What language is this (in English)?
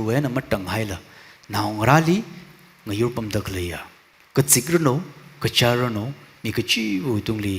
Tangkhul Naga (India)